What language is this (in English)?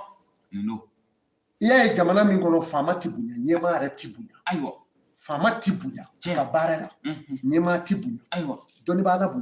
Bambara